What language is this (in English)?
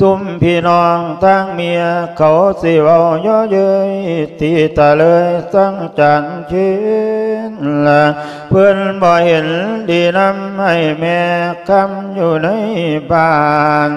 Lao